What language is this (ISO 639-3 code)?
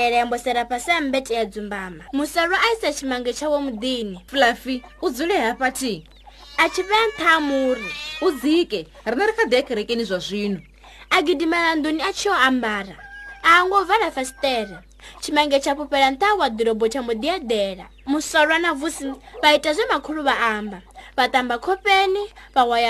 ven